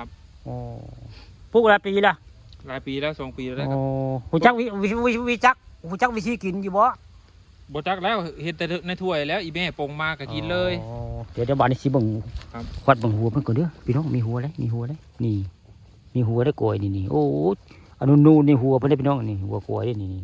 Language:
Northeastern Thai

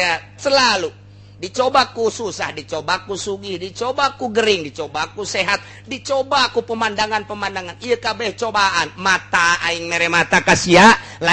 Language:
Sundanese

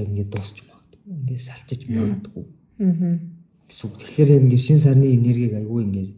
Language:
Mongolian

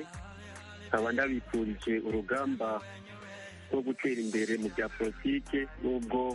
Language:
Kinyarwanda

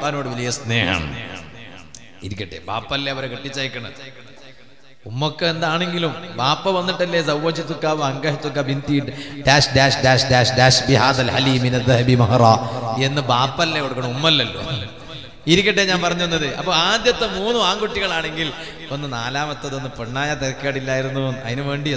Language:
Malayalam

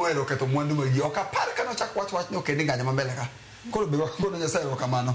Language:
Luo (Kenya and Tanzania)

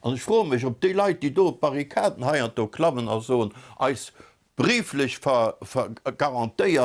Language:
Luxembourgish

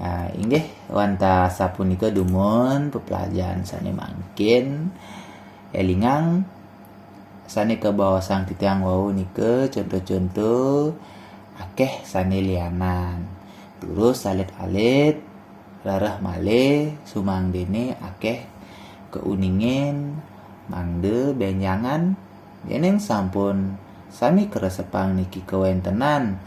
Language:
Balinese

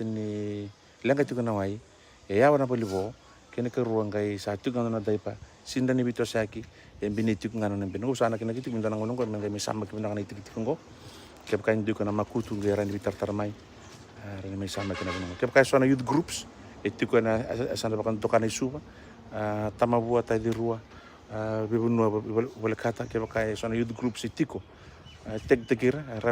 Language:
Fijian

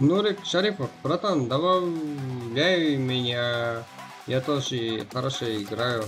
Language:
Kara-Kalpak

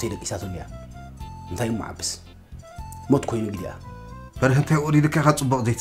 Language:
Tigrinya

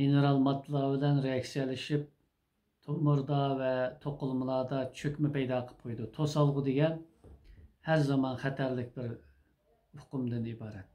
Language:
Uyghur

